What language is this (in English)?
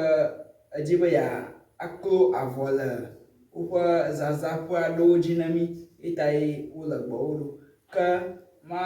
Ewe